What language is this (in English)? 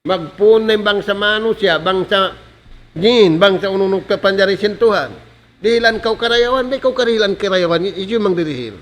Tausug